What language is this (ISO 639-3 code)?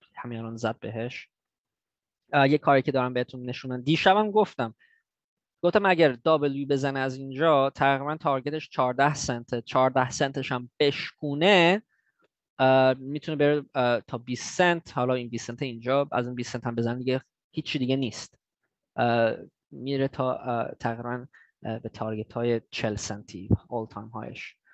fas